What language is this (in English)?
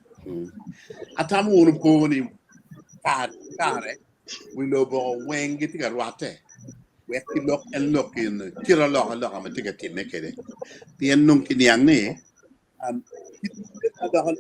Acoli